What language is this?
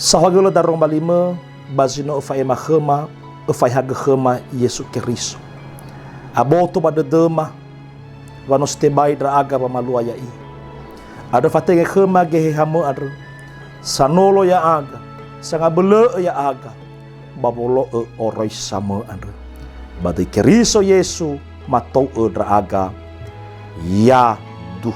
Nias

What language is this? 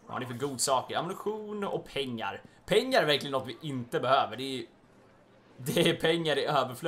Swedish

